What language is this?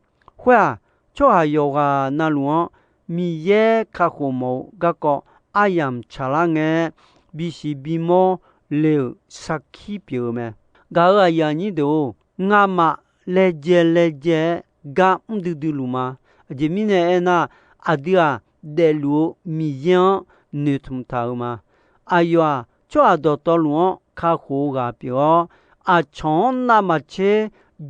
Akha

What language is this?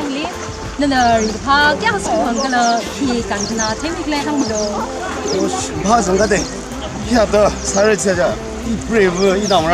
Tangkhul Naga (India)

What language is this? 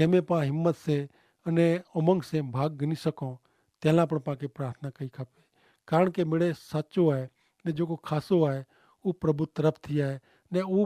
Kachhi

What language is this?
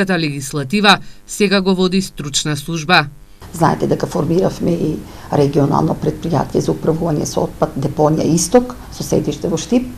Macedonian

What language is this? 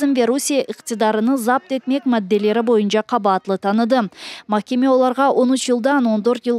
Crimean Tatar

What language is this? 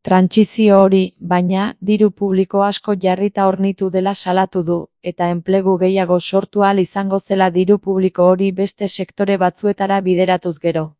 Basque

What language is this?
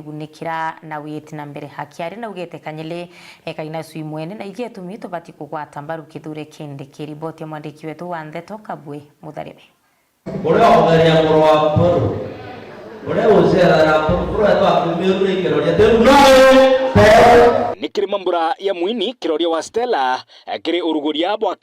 Meru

